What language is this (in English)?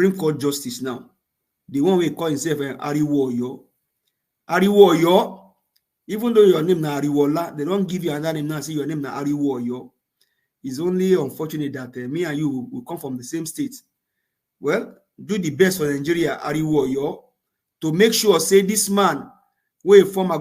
Nigerian Pidgin